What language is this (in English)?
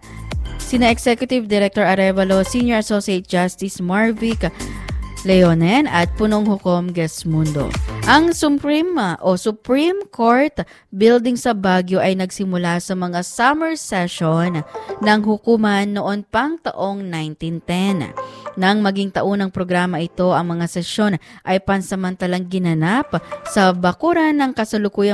Filipino